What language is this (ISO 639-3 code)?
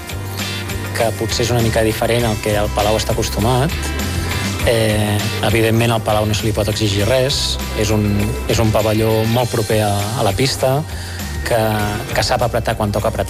cat